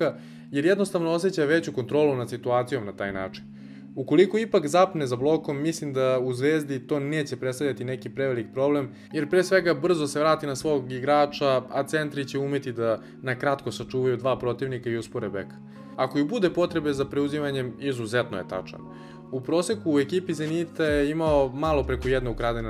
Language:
Serbian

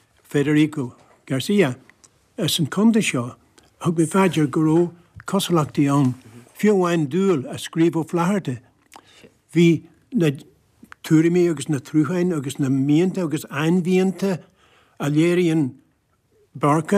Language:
Irish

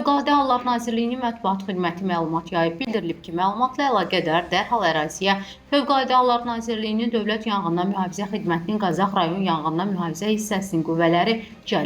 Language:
Azerbaijani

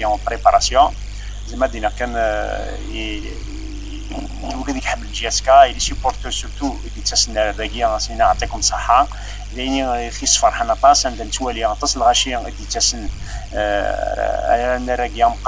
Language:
Kabyle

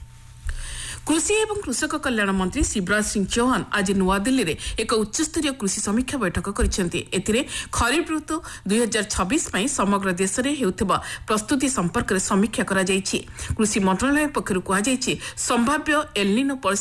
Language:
Odia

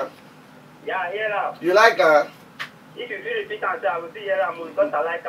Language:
Nigerian Pidgin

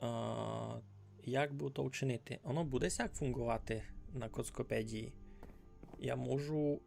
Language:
Rusyn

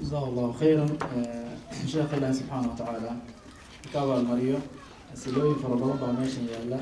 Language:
Somali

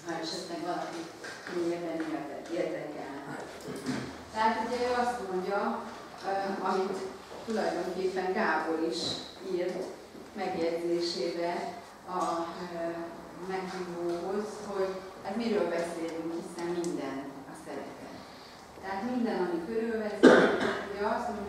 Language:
Hungarian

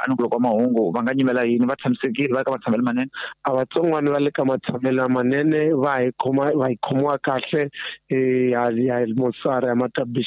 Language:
Tsonga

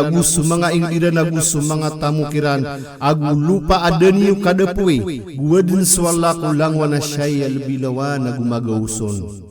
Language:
Maranao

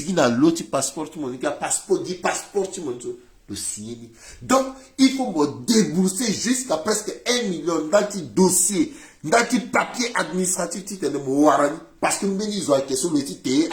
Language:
Sango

